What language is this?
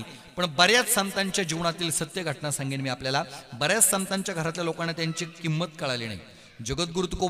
Marathi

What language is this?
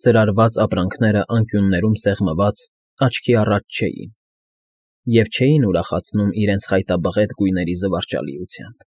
Armenian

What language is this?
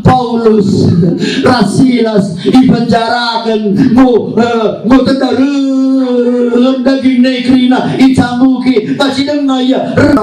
Batak Karo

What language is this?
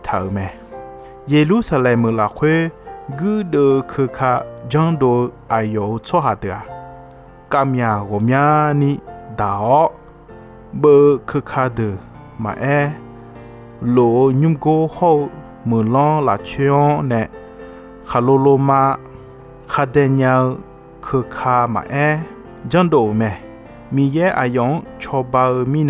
Akha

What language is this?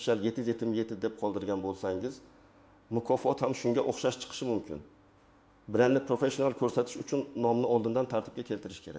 Uzbek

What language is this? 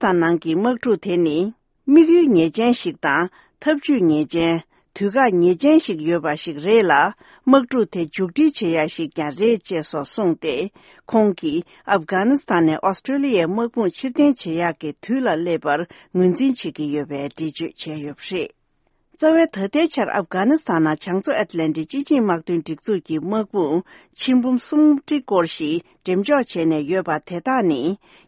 Tibetan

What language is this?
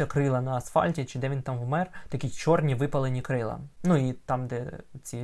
Ukrainian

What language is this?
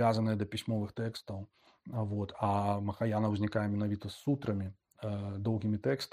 Belarusian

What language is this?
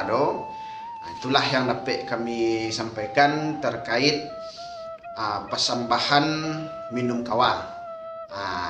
Minangkabau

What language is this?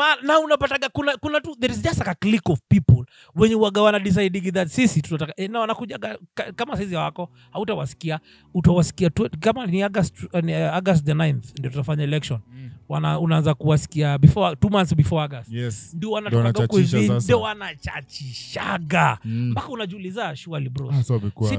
Swahili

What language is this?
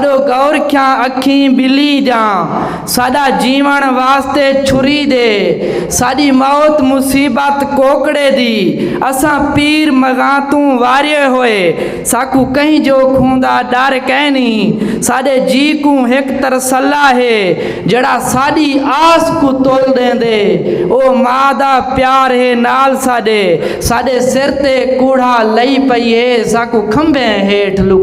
Saraiki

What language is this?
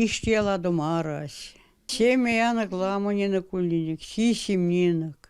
Erzya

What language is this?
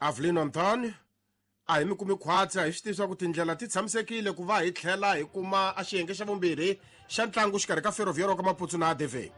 Tsonga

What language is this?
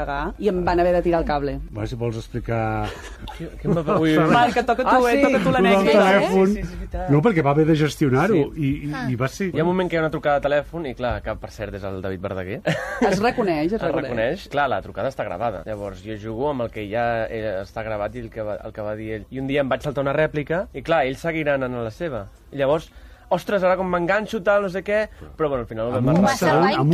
Catalan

